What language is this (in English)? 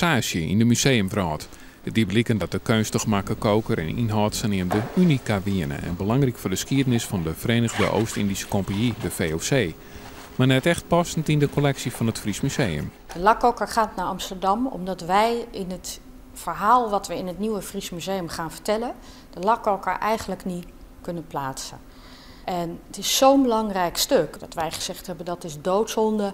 Western Frisian